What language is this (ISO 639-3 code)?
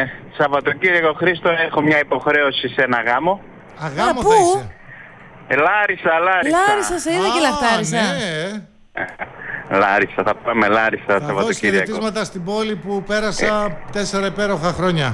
ell